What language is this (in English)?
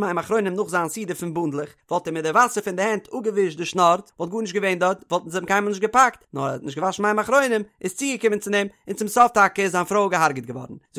Yiddish